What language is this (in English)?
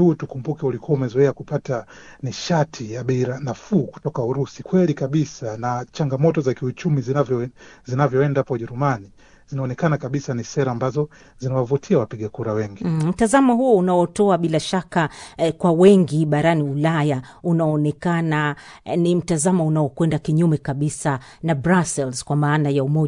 Swahili